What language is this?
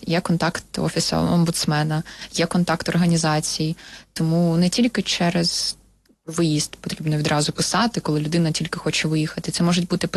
Ukrainian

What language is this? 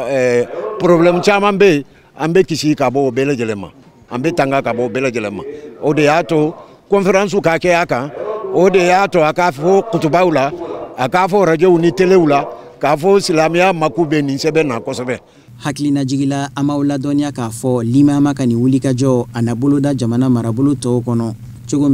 Bambara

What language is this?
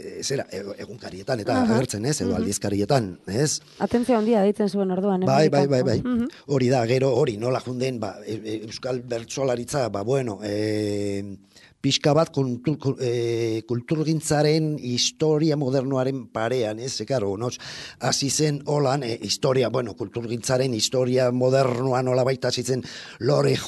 Basque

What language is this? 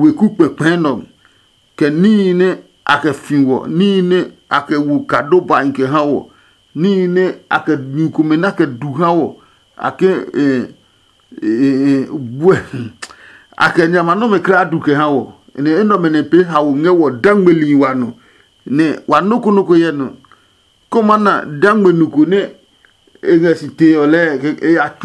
Adangme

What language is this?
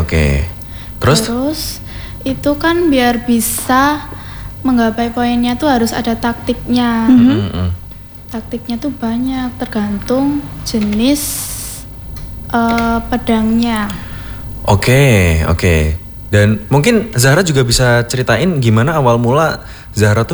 Indonesian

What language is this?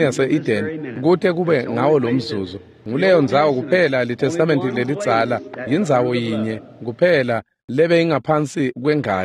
Swati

